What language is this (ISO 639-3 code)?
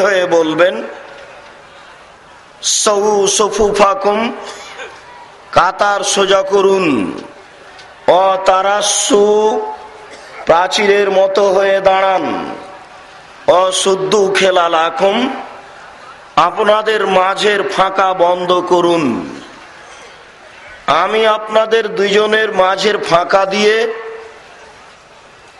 ben